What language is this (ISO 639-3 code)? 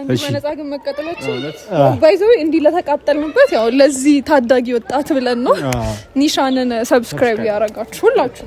amh